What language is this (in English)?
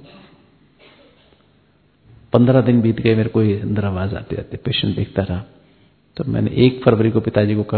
Hindi